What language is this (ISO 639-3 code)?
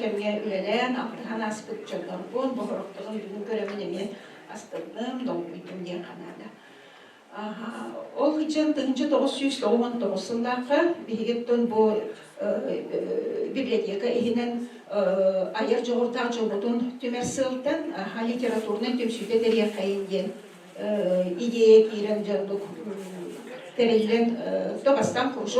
sah